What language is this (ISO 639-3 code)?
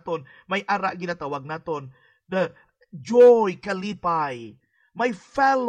hil